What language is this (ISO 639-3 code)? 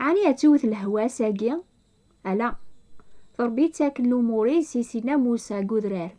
kab